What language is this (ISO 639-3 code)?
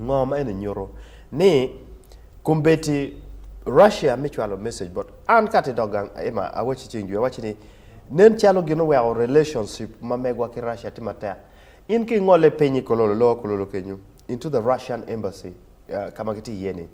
ach